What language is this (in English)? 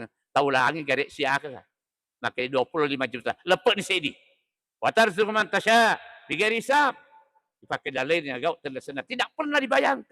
Buginese